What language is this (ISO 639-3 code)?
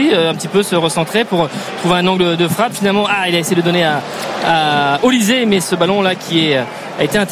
fra